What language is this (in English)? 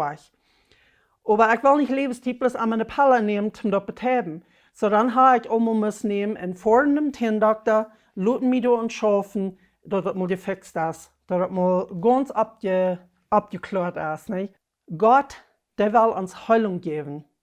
Plautdietsch